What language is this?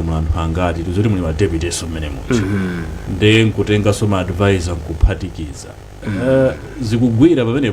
Nyanja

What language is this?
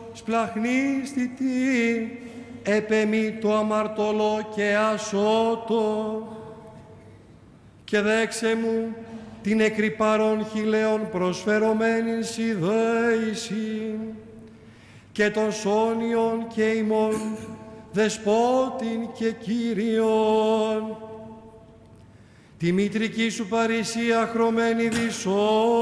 Greek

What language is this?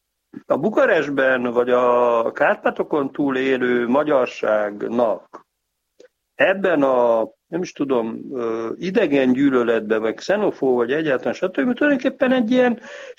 Hungarian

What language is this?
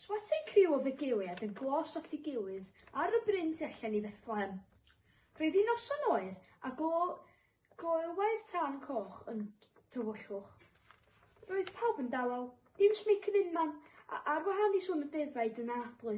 Welsh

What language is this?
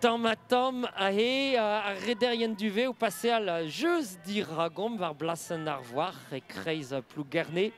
Breton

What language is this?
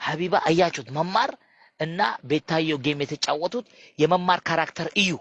Amharic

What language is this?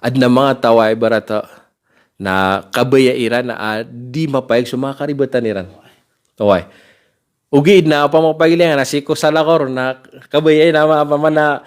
Maranao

